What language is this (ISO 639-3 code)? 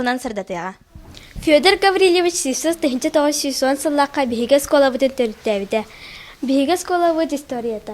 sah